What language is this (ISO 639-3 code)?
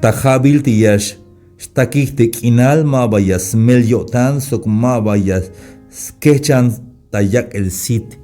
tzh